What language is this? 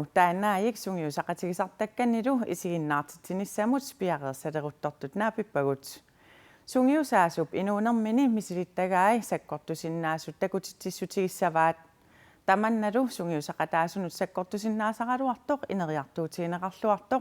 Kalaallisut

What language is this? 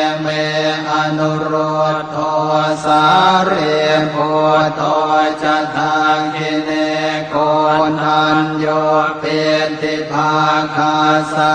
Pali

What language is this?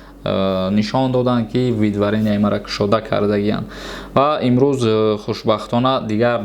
Tajik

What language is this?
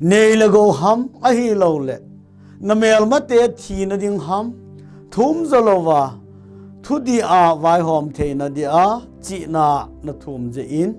Thado Chin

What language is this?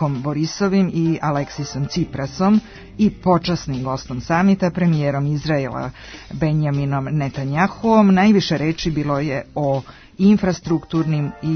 Serbian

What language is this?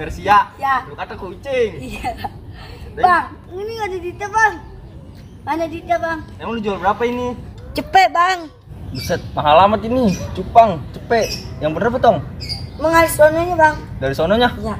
Betawi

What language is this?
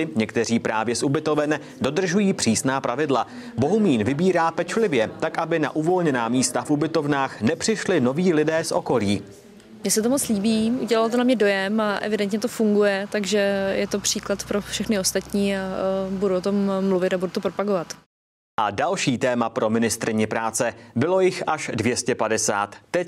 Czech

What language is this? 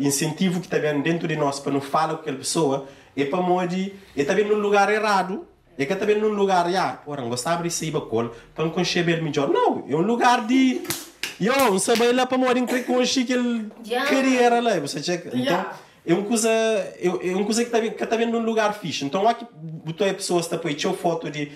Kabuverdianu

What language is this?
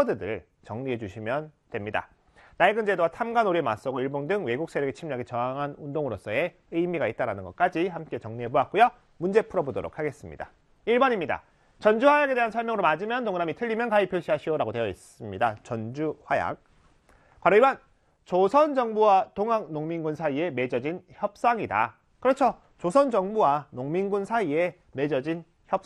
Korean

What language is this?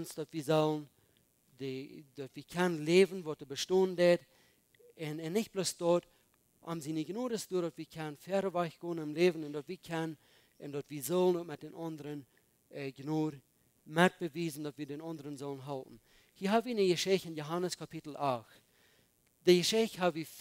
Plautdietsch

